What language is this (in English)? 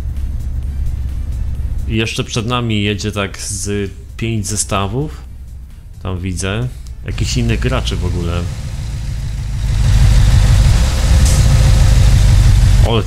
Polish